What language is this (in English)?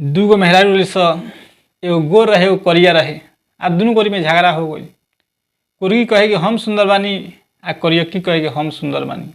Bhojpuri